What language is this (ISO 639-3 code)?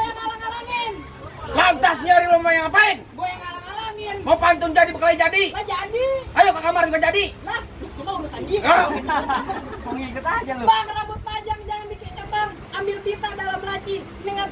bew